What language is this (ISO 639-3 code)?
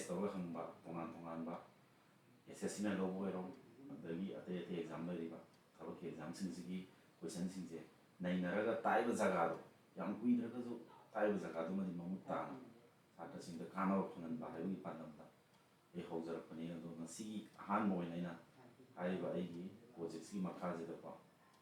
mni